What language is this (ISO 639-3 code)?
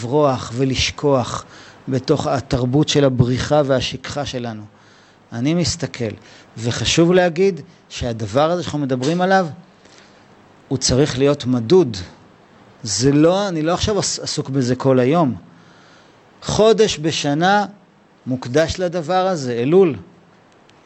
heb